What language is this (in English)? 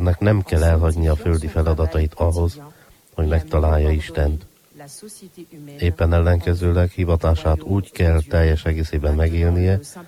Hungarian